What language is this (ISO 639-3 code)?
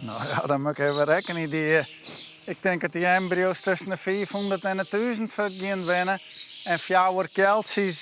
fry